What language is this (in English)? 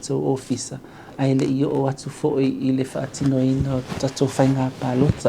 Samoan